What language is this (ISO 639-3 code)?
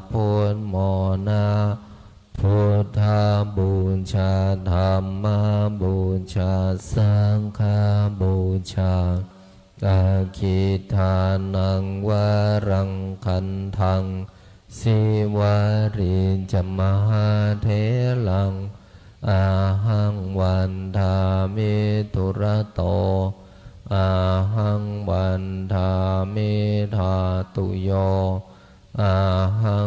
pli